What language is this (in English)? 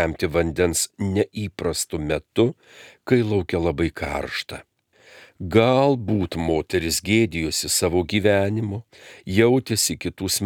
Lithuanian